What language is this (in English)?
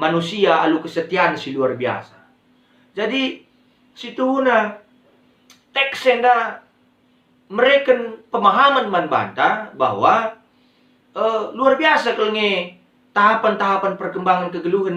Batak Karo